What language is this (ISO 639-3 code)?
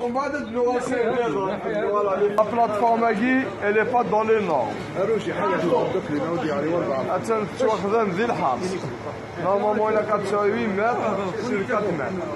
kab